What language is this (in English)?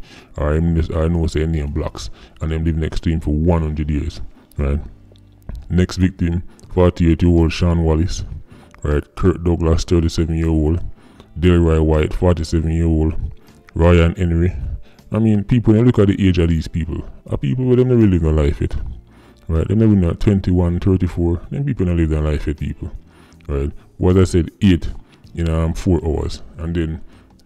Jamaican Creole English